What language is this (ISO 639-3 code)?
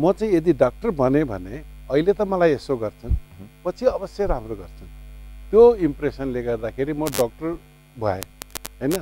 nep